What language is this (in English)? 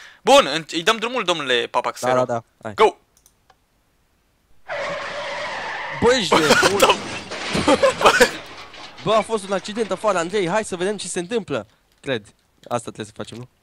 Romanian